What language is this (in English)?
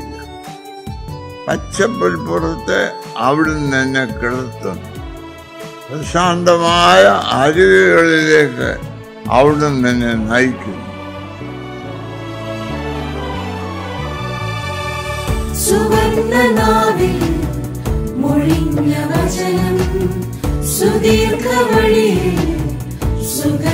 Malayalam